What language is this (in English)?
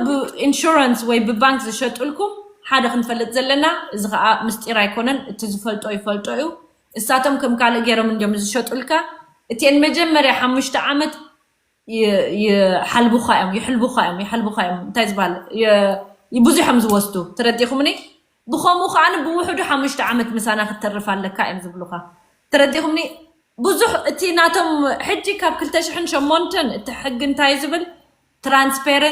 Tigrinya